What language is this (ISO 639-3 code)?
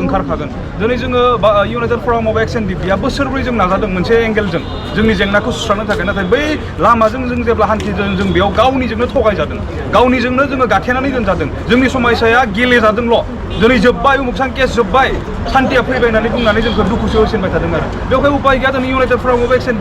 brx